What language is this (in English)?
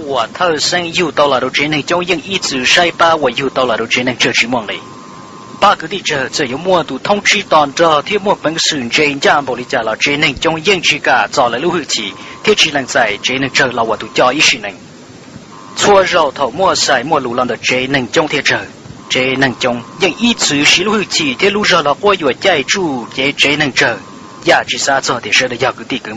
Hmong